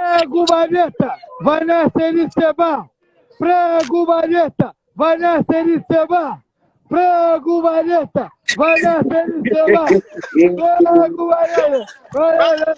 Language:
Kabuverdianu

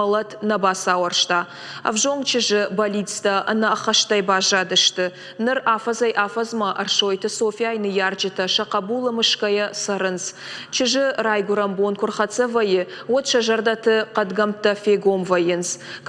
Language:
Ossetic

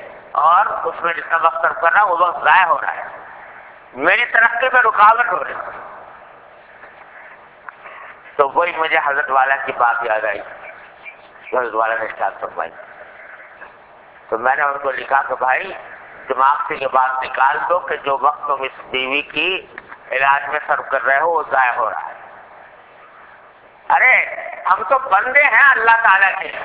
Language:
Urdu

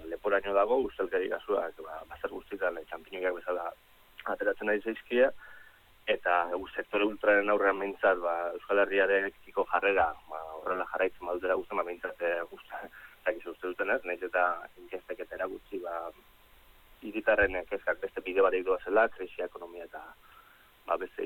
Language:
Basque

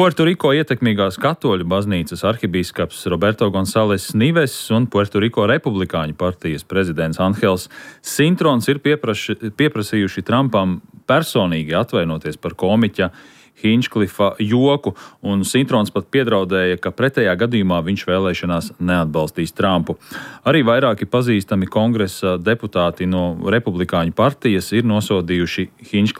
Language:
Latvian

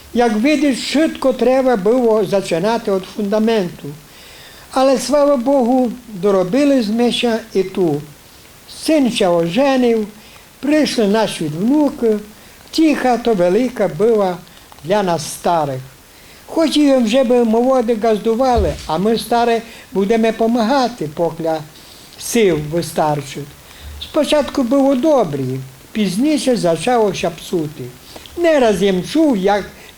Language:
Rusyn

